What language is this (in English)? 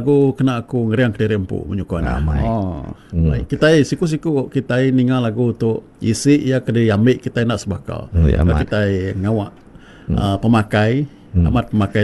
Iban